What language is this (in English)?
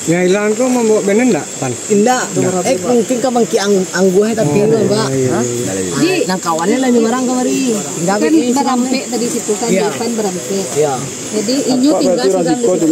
Minangkabau